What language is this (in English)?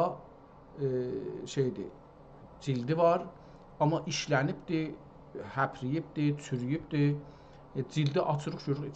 South Azerbaijani